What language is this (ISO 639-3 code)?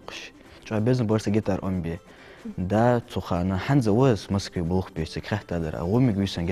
inh